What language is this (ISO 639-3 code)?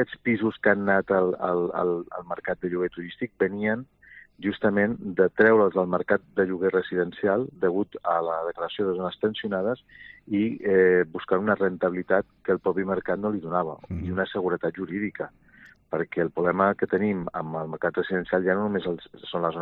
cat